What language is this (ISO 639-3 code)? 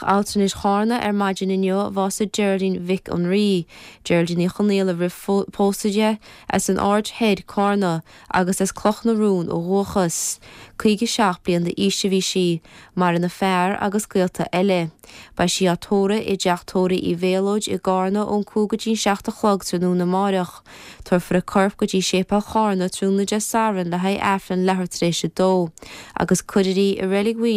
gle